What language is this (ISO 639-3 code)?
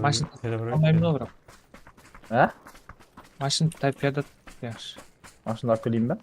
kaa